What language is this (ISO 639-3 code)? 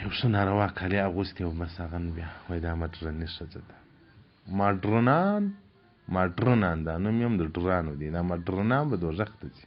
pus